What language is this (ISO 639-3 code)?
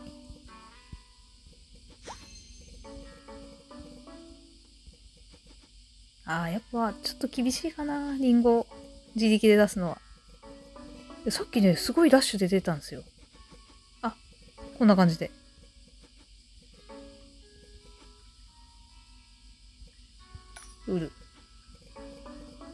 jpn